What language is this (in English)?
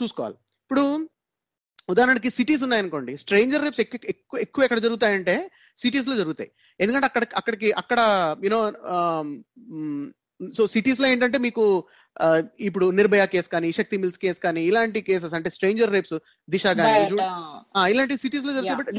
Telugu